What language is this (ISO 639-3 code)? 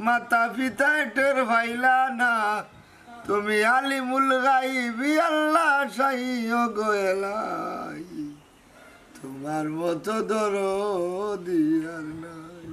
syl